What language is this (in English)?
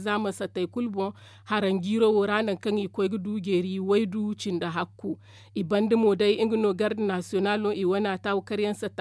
Zarma